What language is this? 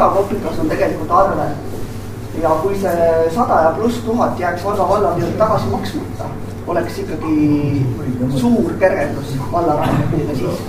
Estonian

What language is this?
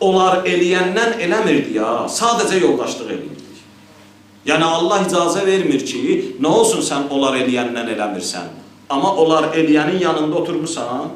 Azerbaijani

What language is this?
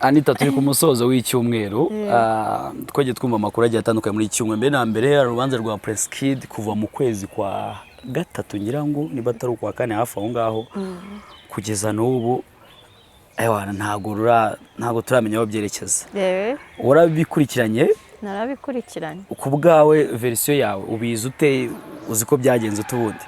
Kinyarwanda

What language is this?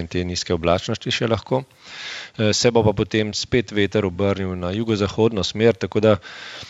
Slovenian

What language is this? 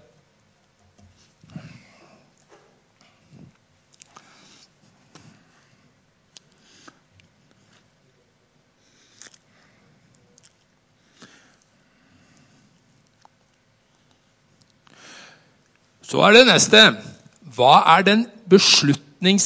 Norwegian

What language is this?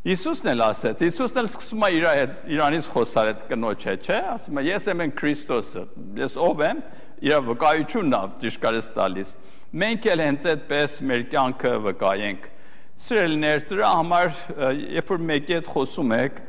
Armenian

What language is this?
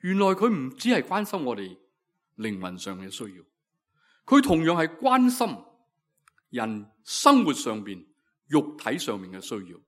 Cantonese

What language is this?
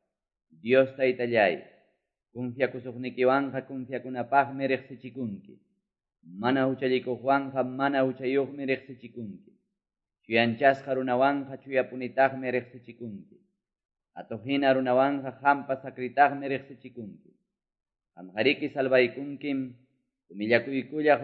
Quechua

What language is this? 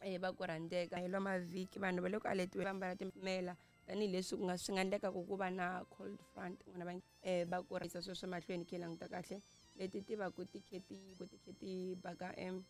Tsonga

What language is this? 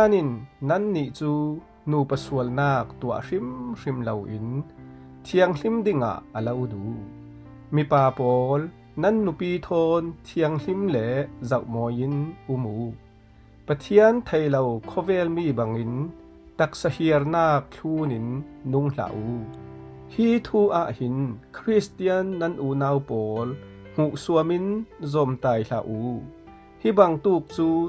Falam Chin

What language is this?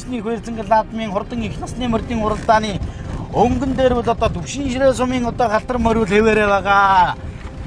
Mongolian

